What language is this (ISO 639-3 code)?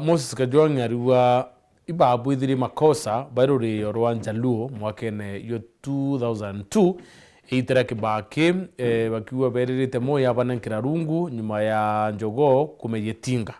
mer